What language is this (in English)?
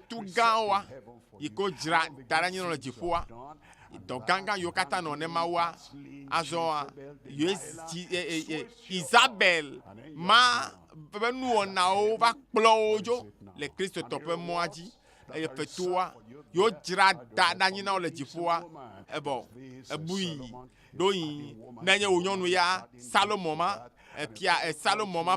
Ewe